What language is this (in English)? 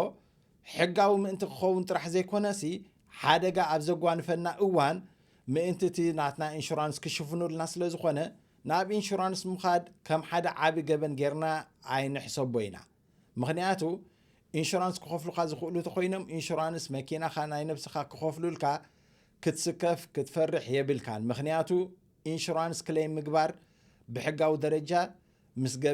Tigrinya